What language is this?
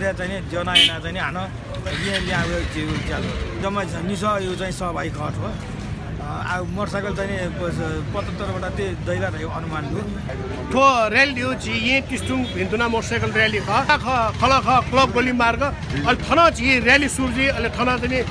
Newari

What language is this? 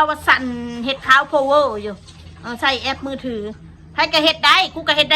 Northeastern Thai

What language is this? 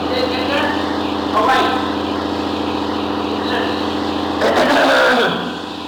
Hindi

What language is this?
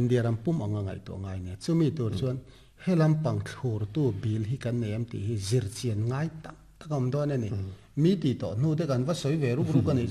Mizo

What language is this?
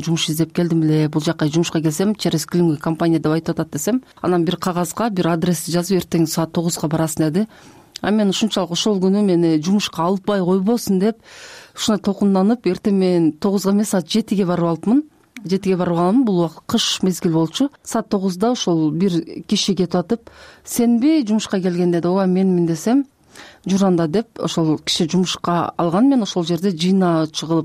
Kyrgyz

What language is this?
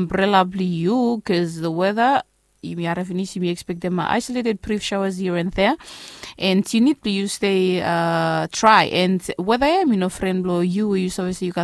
Bislama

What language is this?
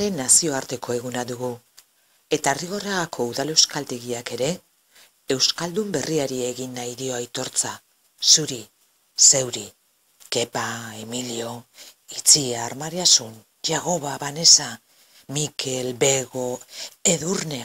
Basque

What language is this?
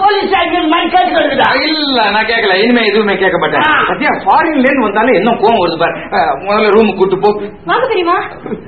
Tamil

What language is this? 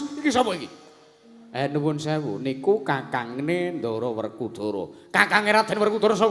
Javanese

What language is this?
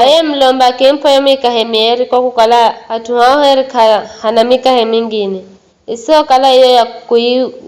Giryama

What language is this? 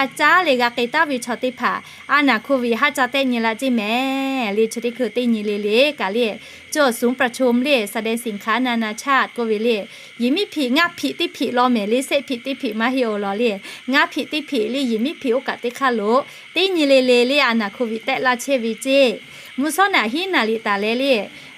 Lahu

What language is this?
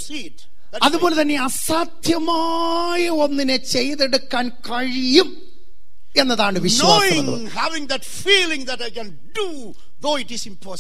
Malayalam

